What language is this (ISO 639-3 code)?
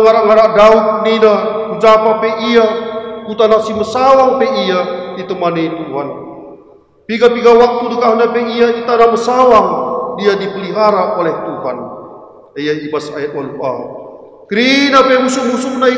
btx